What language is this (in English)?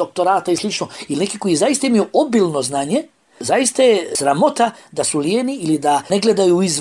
Bosnian